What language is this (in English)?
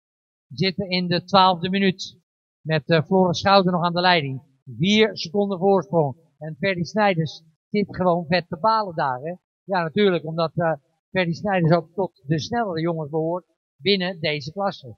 Dutch